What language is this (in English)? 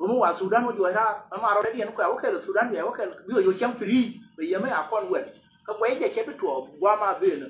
Nuer